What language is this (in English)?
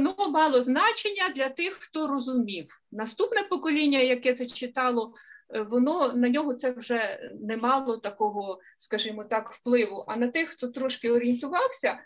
Ukrainian